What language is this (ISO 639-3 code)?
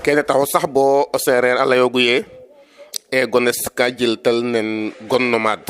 srr